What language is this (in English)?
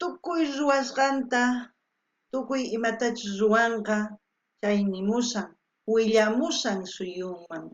South Bolivian Quechua